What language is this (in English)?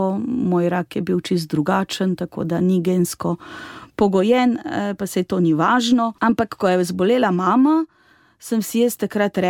Slovenian